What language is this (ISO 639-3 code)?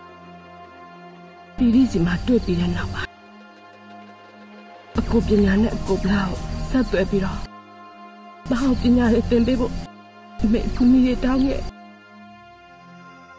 mya